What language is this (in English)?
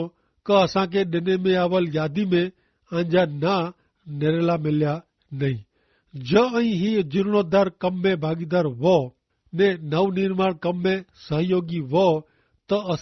Kachhi